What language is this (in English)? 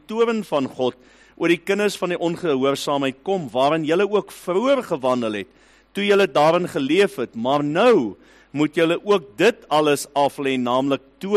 Afrikaans